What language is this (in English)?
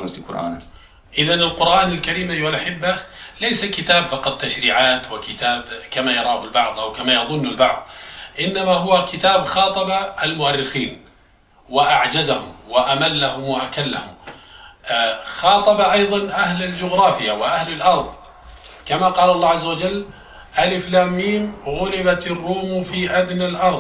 Bosnian